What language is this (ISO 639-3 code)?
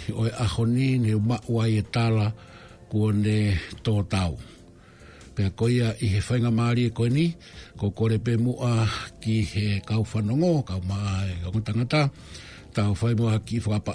ton